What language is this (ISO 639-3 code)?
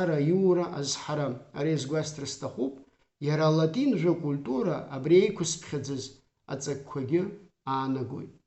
abk